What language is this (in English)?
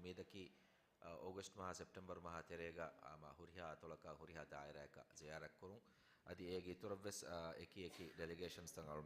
Divehi